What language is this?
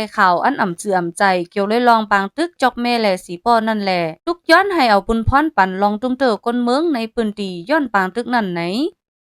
Shan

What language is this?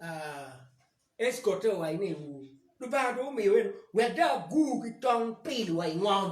Acoli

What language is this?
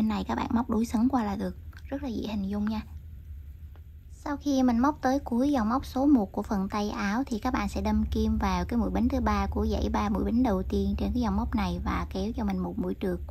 Vietnamese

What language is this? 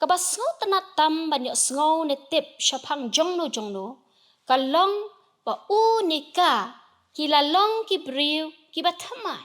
Khasi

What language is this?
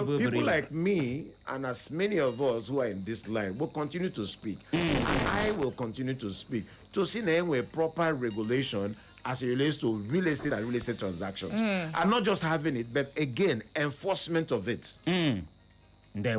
Igbo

